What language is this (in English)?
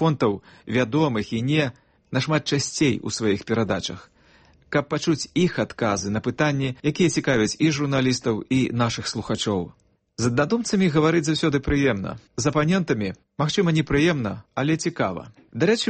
Belarusian